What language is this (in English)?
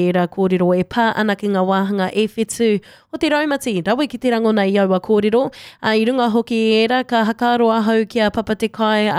Māori